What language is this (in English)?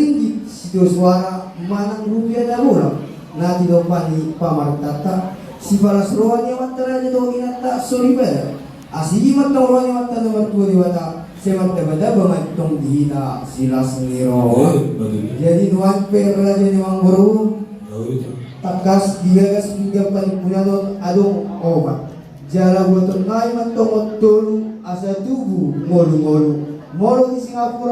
Batak Toba